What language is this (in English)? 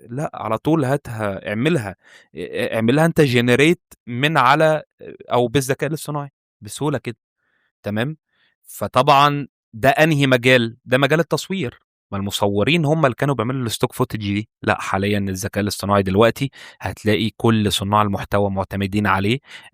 Egyptian Arabic